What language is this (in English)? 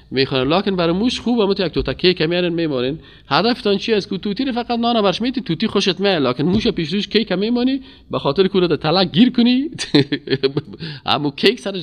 Persian